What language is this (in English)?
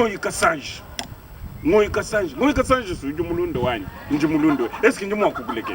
Luba-Lulua